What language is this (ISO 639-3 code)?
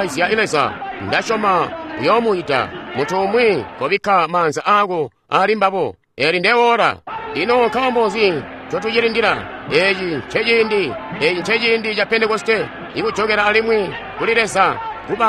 toi